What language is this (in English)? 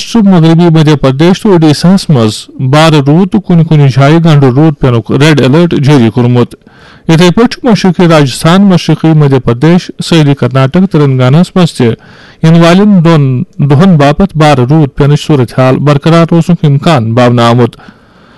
Kashmiri